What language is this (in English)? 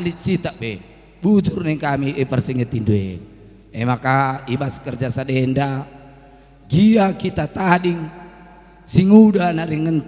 Batak Karo